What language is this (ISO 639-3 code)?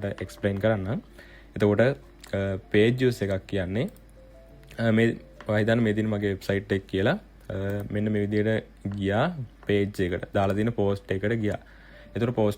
sin